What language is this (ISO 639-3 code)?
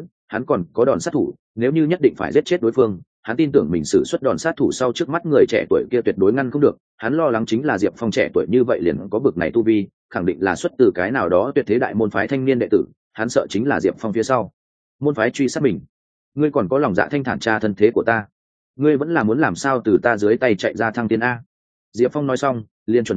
vie